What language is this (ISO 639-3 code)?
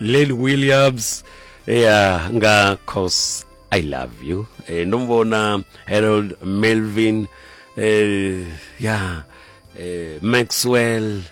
ven